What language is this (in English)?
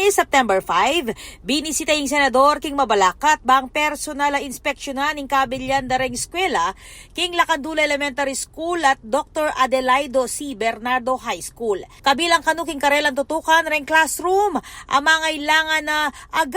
Pampanga